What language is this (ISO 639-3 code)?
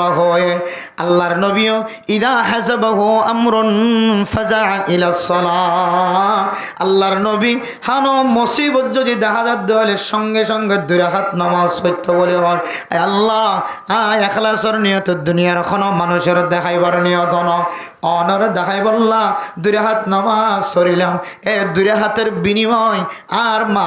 rhg